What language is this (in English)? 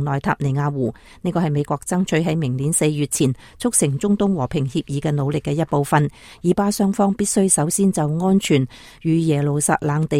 Cantonese